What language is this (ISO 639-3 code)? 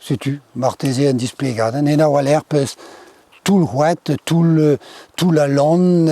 bre